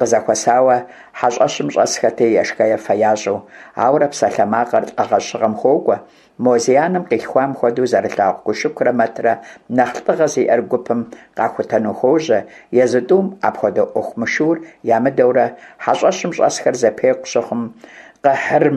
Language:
Kabardian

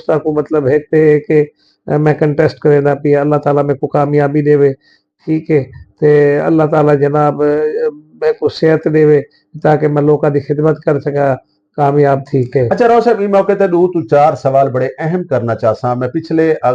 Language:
Saraiki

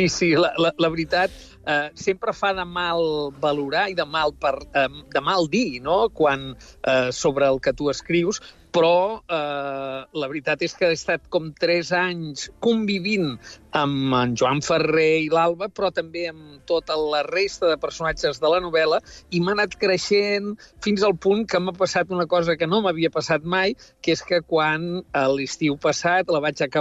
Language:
Catalan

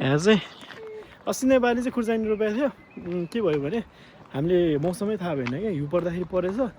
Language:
Nepali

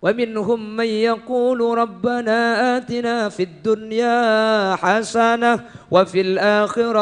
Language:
Madurese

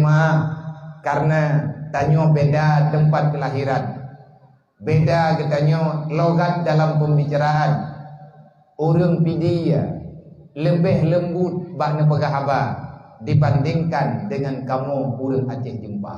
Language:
Achinese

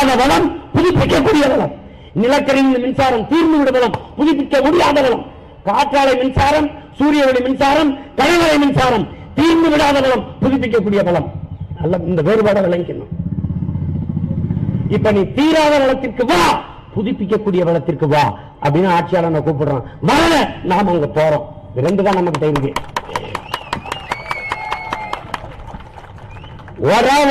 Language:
Tamil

